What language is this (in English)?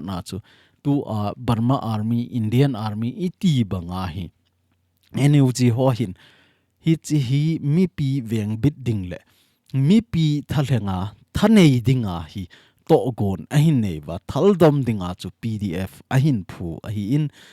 Thado Chin